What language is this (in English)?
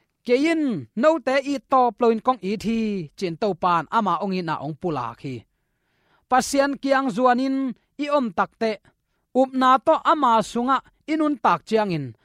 Tedim Chin